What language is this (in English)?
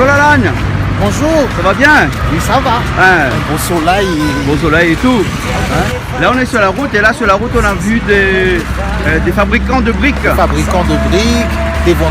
Réunion Creole French